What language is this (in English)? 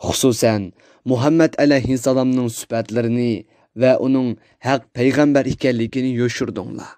Uyghur